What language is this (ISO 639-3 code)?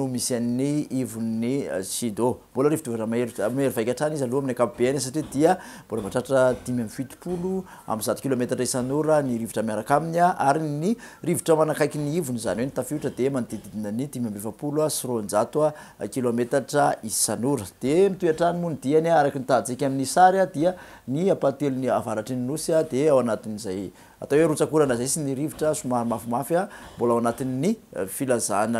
mlg